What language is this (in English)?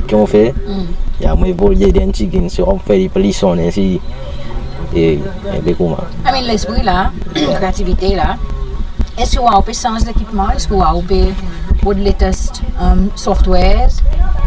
Seselwa Creole French